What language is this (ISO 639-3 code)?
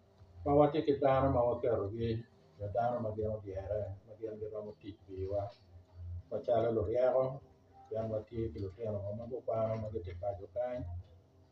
ach